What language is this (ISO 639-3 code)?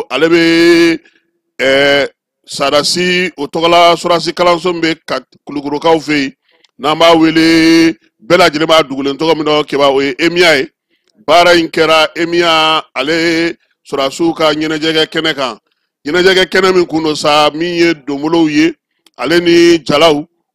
bam